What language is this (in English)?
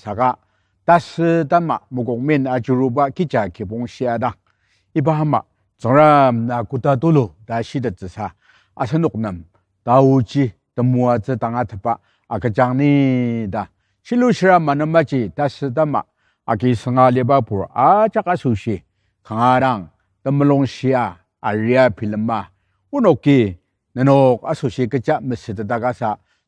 Ao Naga